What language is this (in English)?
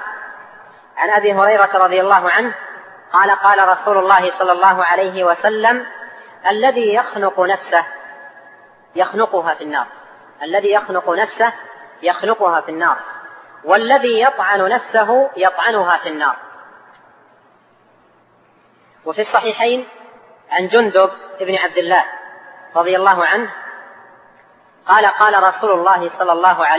Arabic